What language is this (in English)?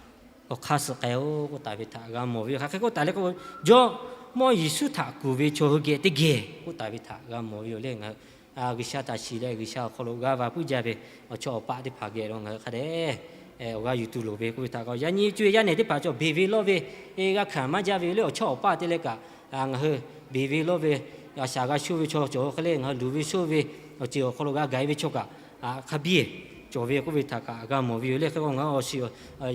Lahu